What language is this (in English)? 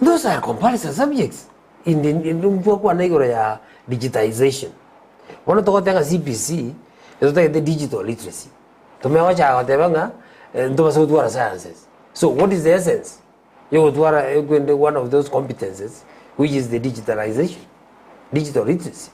Gusii